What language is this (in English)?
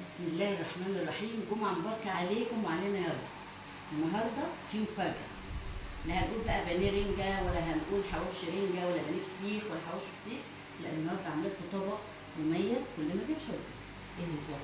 Egyptian Arabic